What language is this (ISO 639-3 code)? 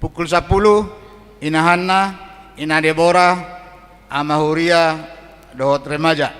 bbc